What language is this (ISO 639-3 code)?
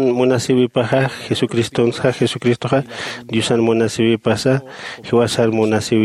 aym